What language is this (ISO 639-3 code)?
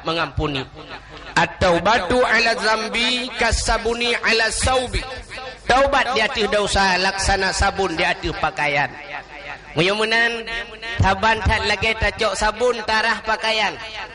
ace